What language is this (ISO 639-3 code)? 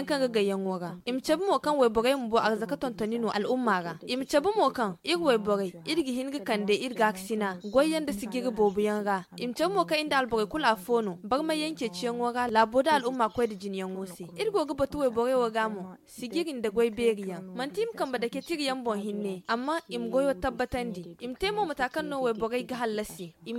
dje